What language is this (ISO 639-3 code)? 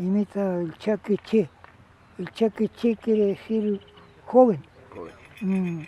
arn